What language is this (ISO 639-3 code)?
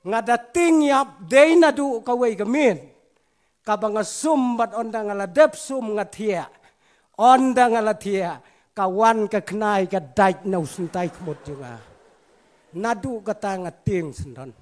kha